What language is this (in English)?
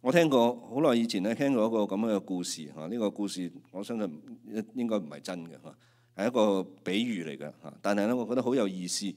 Cantonese